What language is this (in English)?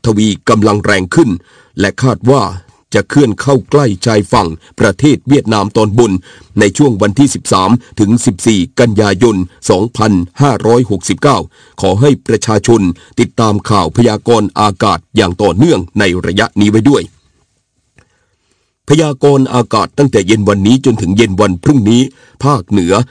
Thai